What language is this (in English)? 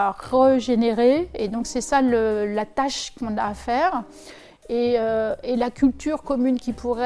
French